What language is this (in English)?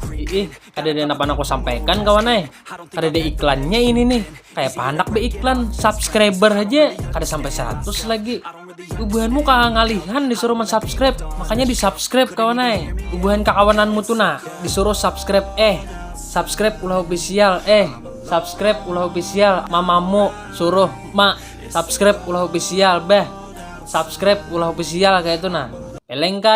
Banjar